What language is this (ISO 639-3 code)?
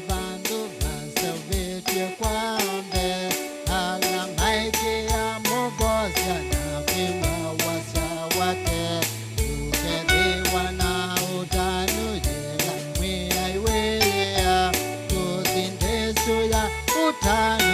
kam